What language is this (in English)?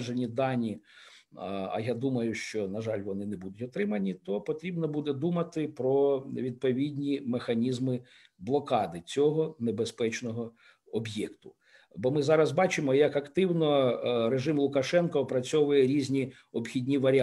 Ukrainian